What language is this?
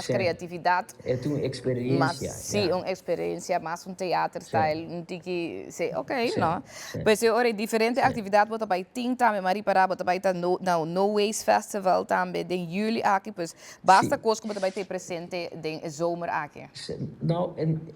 Papiamento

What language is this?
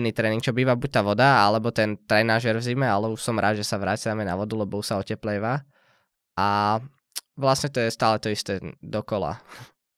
Slovak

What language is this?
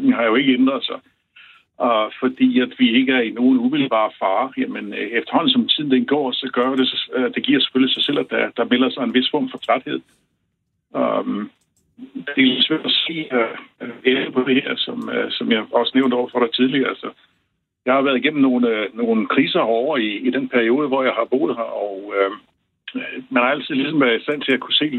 Danish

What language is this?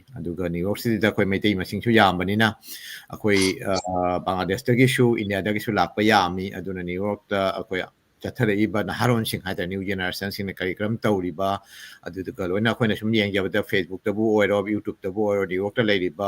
Manipuri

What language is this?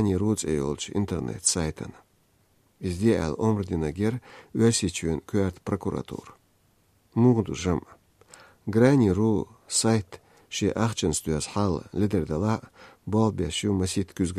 Chechen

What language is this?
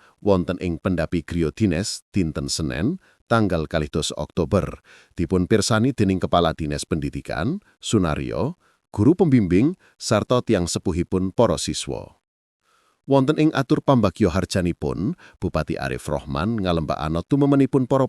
Javanese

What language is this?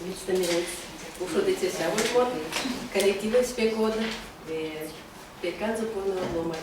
Erzya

